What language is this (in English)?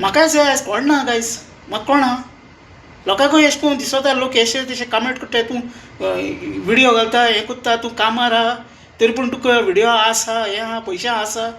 Konkani